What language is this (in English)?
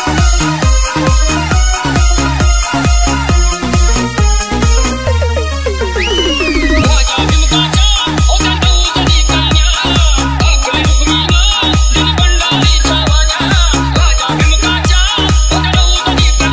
Marathi